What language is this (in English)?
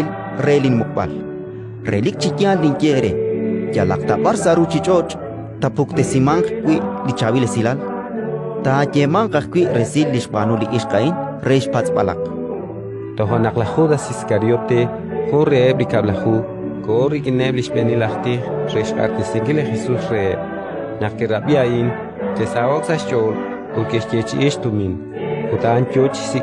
Kekchí